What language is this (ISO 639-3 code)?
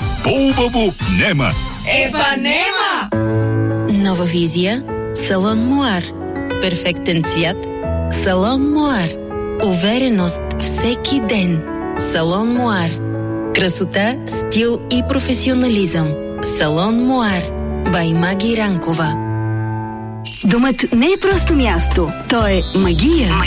bul